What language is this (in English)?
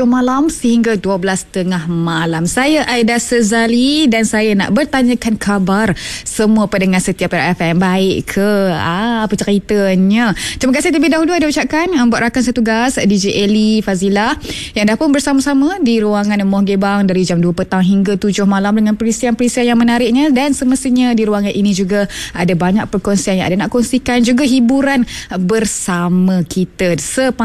Malay